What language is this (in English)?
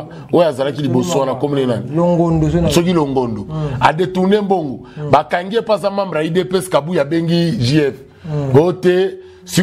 Lingala